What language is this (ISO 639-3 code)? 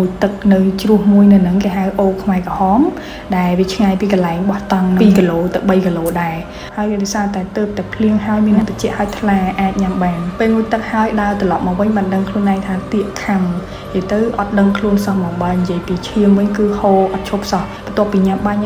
khm